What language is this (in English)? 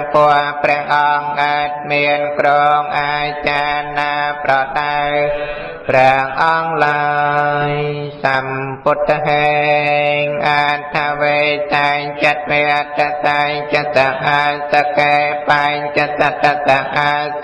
Khmer